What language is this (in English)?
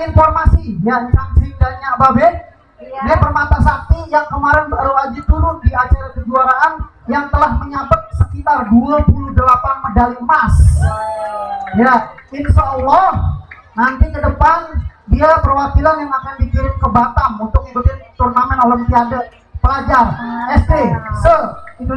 Betawi